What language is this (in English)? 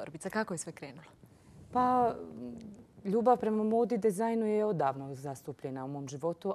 Croatian